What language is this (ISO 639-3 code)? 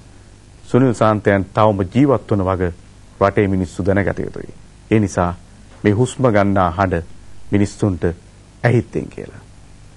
sin